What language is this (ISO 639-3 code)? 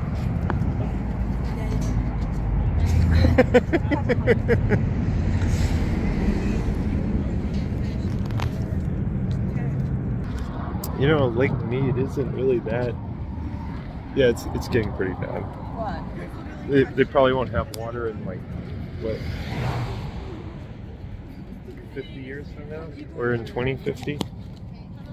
eng